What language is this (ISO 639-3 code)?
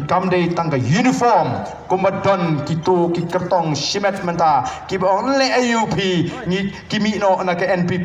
kha